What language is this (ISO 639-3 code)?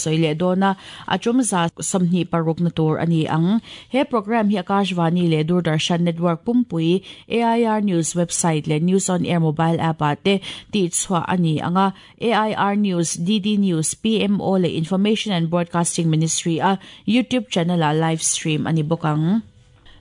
lus